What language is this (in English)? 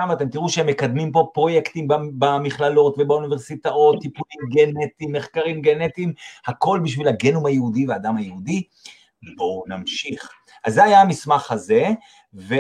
Hebrew